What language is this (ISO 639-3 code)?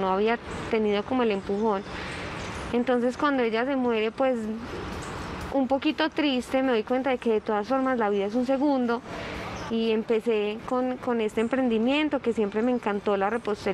spa